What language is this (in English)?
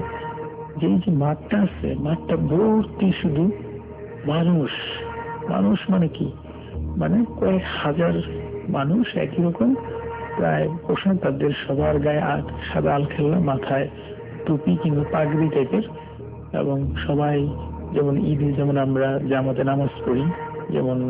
Bangla